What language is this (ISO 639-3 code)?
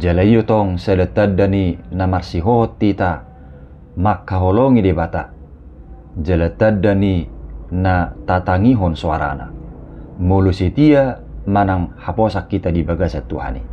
bbc